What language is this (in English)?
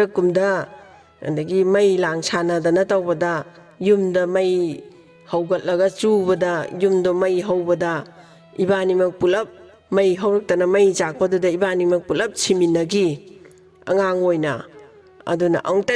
Manipuri